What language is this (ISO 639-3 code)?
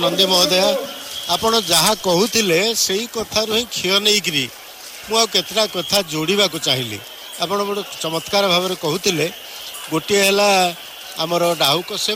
ori